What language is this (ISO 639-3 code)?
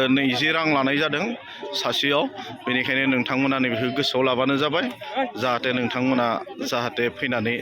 brx